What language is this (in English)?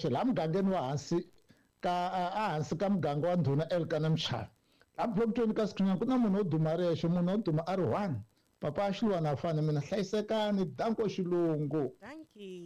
Tsonga